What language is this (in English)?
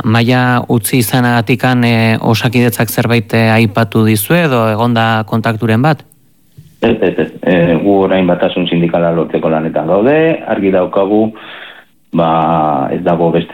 Basque